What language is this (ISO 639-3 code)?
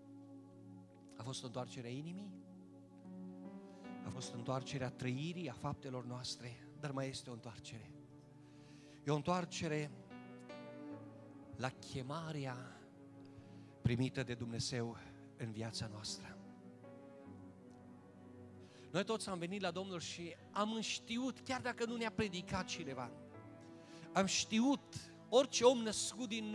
ron